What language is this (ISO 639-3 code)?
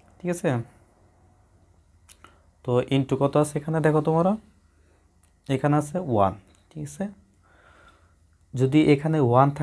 ben